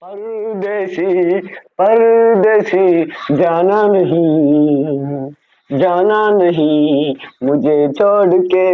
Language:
Kashmiri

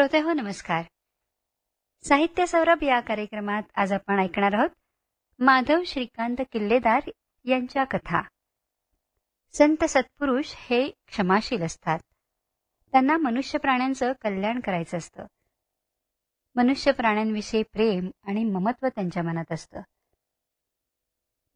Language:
Marathi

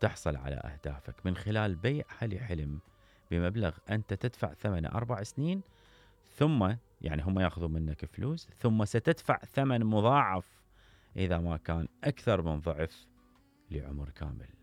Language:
Mesopotamian Arabic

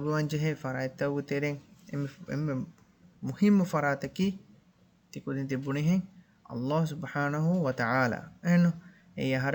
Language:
Divehi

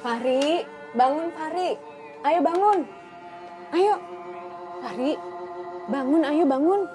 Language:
Banjar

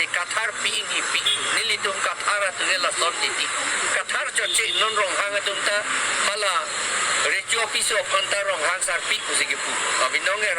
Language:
Karbi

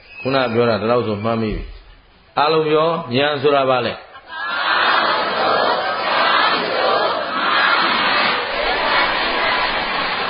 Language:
Burmese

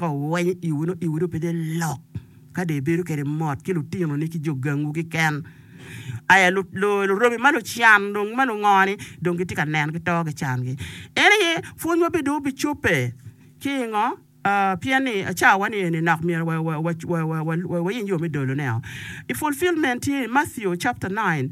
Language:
Acoli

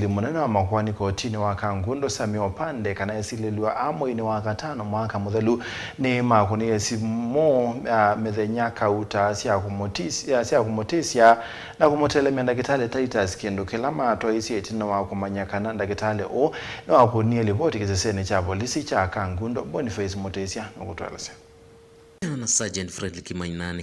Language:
Kamba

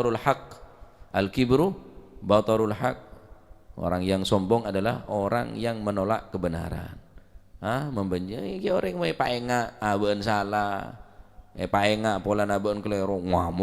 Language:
Madurese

